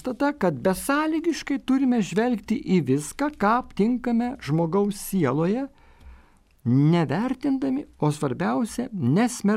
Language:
Lithuanian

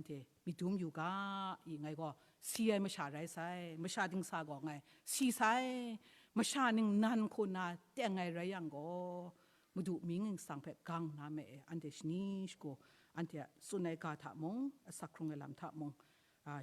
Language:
Kachin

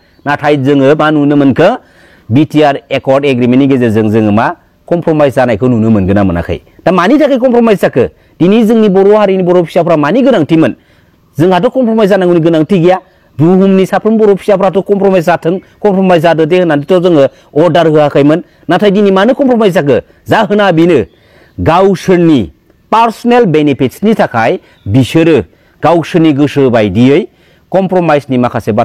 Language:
Bodo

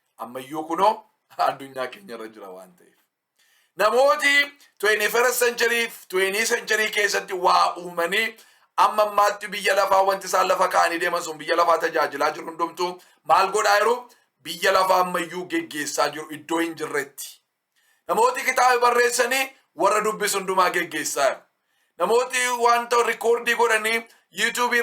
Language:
Oromo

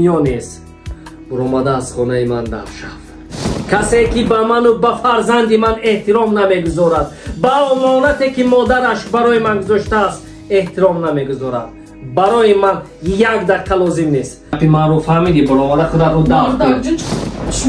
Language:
Tajik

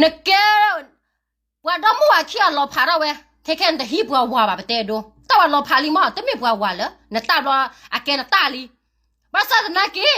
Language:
S'gaw Karen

